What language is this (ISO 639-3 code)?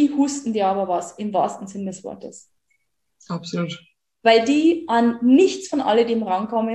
deu